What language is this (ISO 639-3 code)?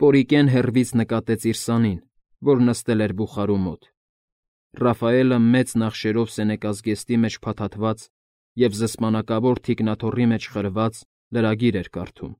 hye